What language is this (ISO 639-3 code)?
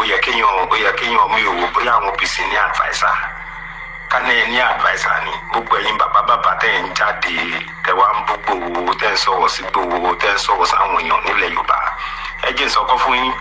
yor